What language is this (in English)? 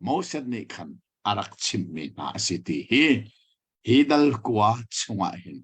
Hakha Chin